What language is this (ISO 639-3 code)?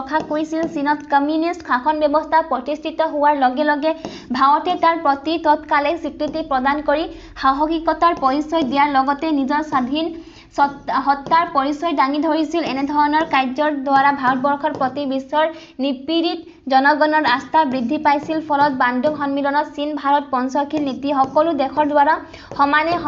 asm